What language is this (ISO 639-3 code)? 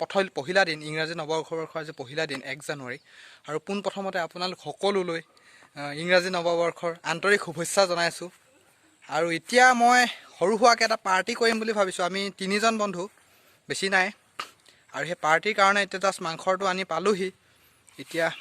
asm